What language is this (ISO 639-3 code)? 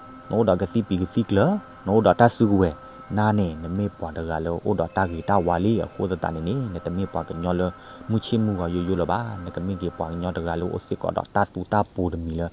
ksw